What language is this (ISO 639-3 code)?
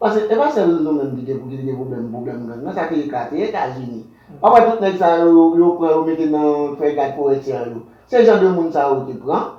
hat